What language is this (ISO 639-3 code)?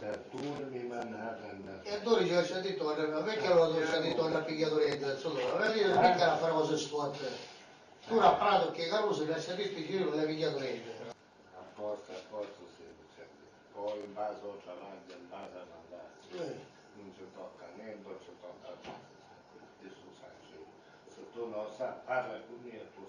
scn